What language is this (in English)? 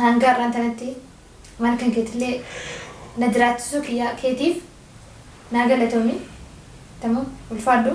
Oromo